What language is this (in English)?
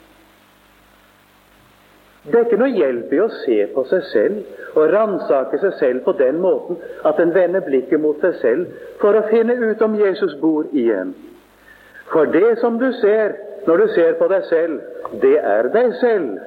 Norwegian